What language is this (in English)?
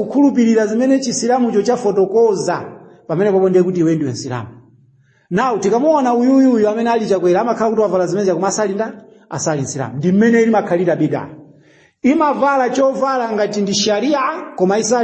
Nyanja